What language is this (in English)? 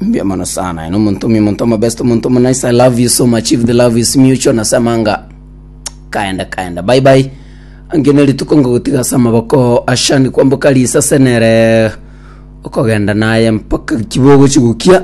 Gusii